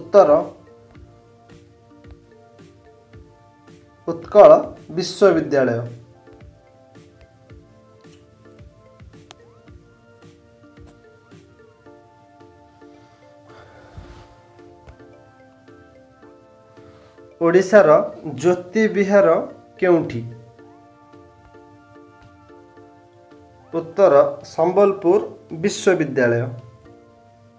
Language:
Odia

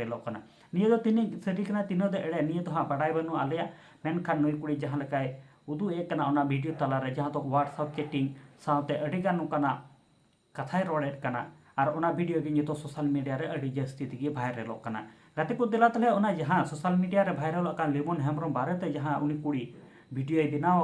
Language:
Santali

